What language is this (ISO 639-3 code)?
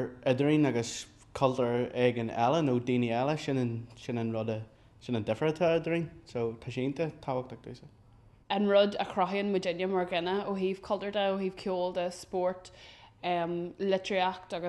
gle